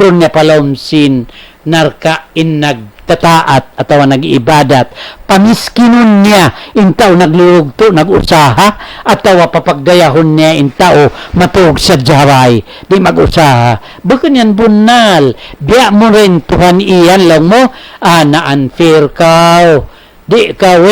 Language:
Tausug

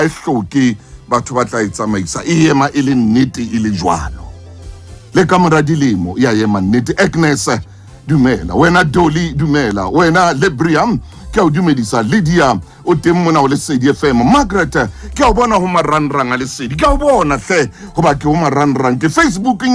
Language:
Southern Sotho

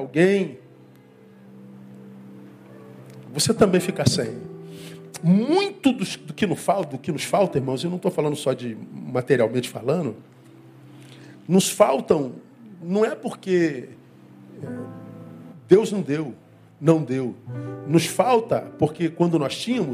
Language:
Portuguese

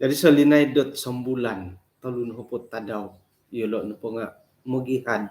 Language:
Central Dusun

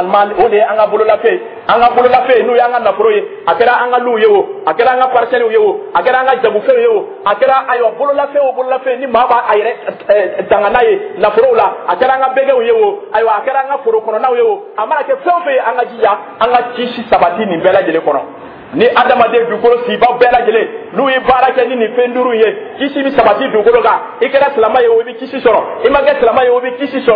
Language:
Dyula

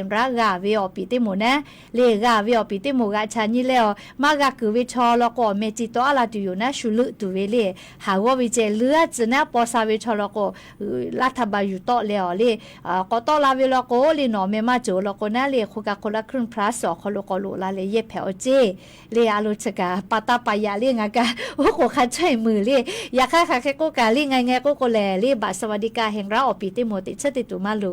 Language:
Lahu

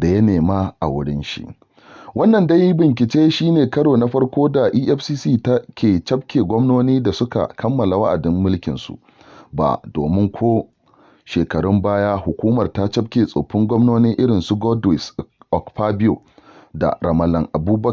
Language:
Hausa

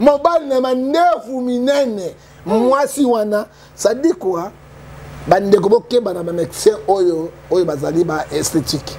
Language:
Lingala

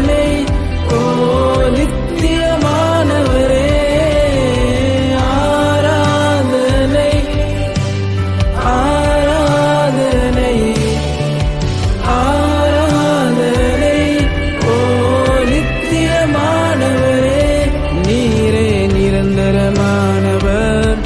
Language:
Tamil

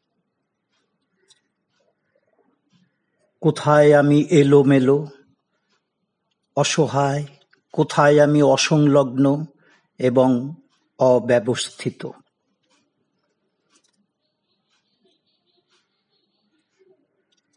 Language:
Bangla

